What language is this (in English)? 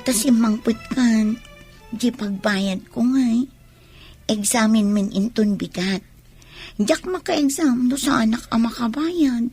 Iloko